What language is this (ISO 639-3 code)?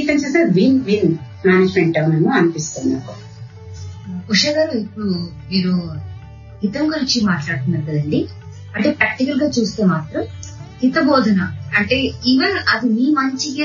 tel